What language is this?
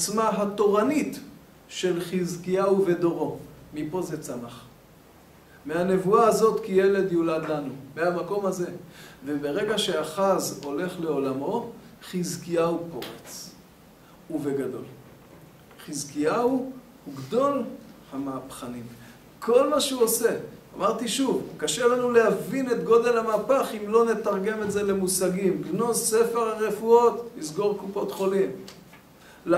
Hebrew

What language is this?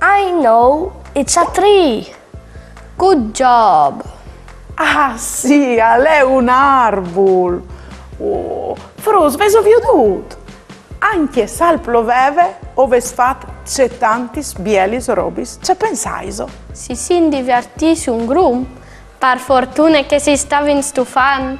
Friulian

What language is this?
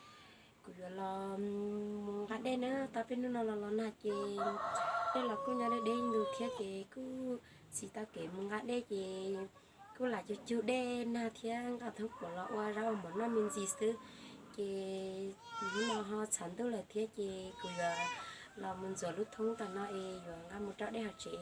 Hmong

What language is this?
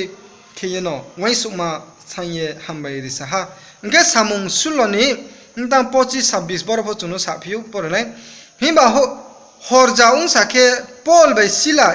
Riang (India)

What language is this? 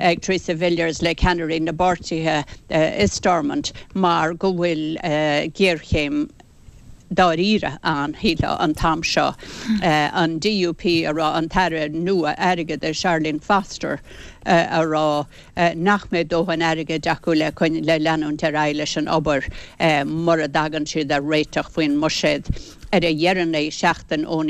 Irish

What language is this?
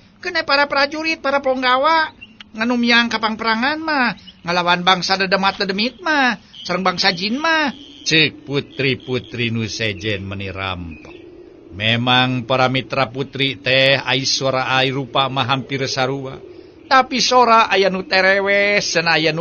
Sundanese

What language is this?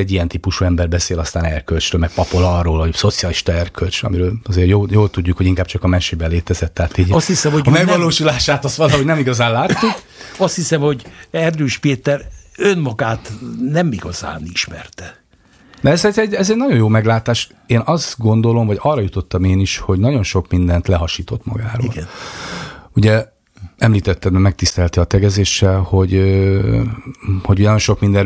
Hungarian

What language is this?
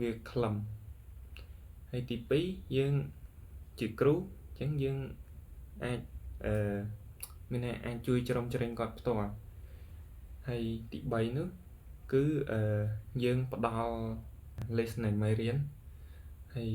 Khmer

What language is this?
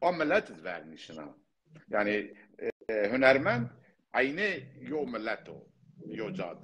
Zaza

